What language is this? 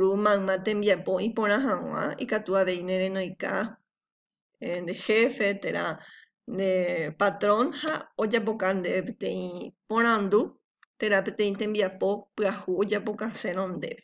Guarani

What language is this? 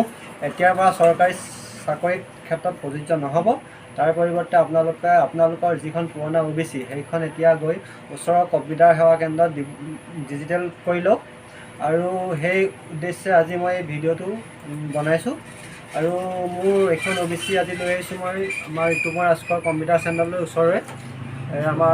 Assamese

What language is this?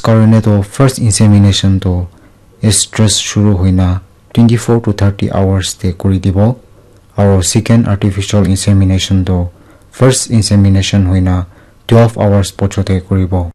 Naga Pidgin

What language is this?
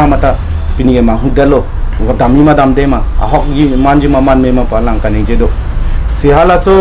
Karbi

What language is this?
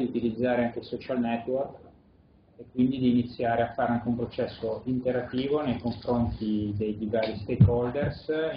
Italian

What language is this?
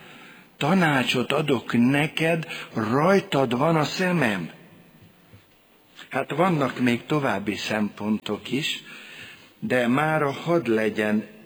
Hungarian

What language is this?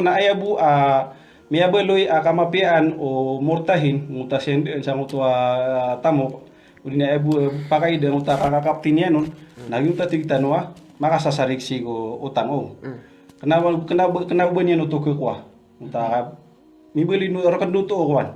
Maranao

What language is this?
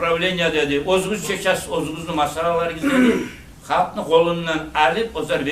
Kumyk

